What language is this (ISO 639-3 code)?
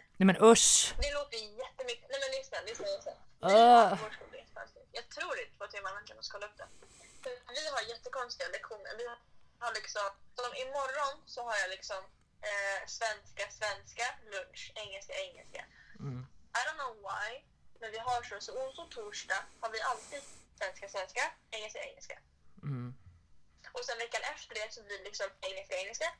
swe